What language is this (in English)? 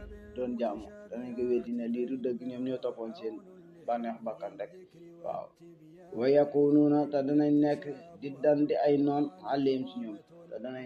Wolof